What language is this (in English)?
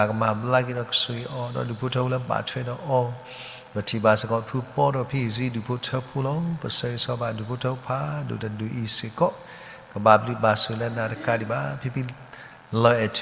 S'gaw Karen